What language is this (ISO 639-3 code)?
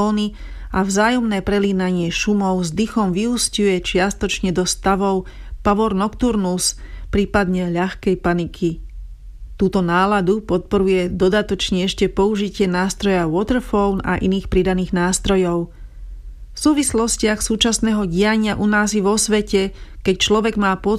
slk